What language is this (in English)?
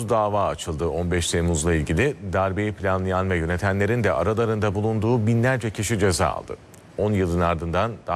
Turkish